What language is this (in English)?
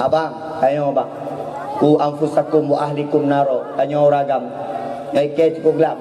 Achinese